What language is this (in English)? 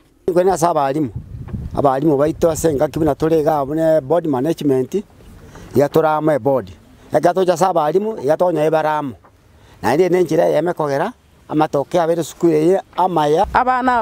Gusii